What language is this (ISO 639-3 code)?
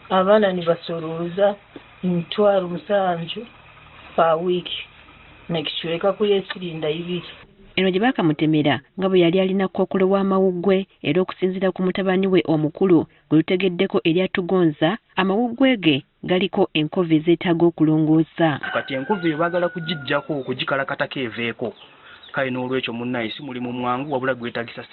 lug